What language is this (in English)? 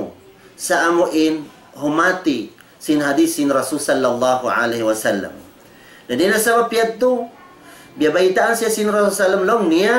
Tausug